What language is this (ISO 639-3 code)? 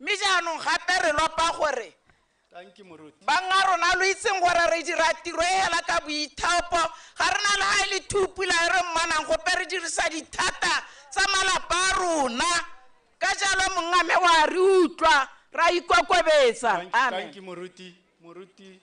tsn